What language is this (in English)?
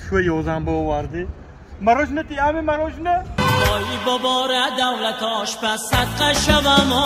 Tajik